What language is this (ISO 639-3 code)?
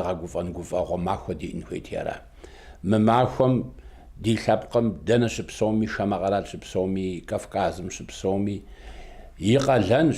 kbd